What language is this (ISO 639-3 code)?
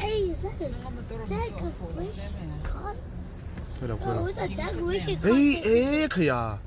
lus